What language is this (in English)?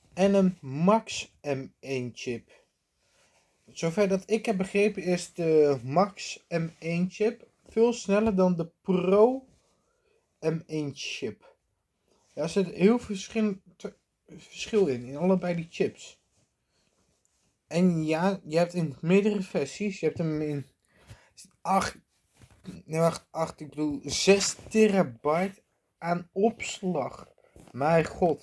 Dutch